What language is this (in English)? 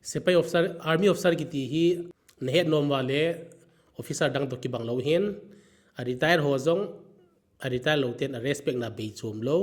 Thado Chin